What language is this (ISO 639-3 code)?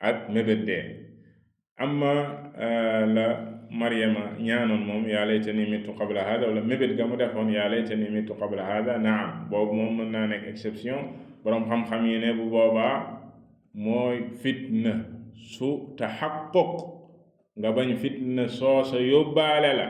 wol